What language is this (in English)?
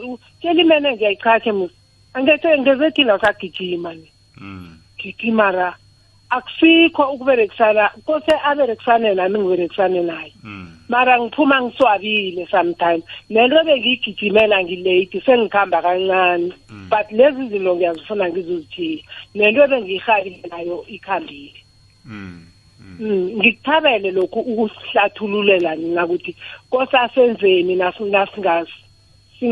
South Ndebele